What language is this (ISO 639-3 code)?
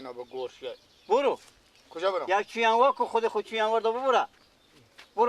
fas